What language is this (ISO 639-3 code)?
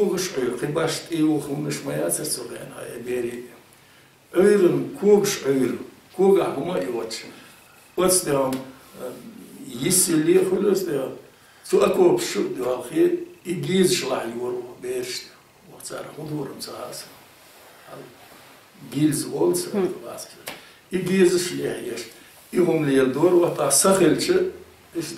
che